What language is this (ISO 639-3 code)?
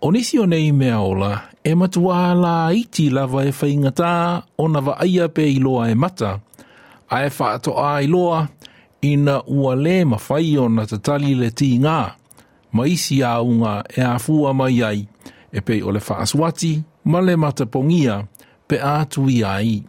smo